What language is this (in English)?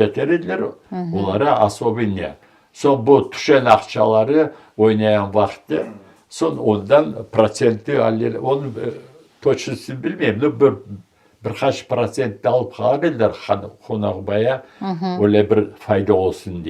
Crimean Tatar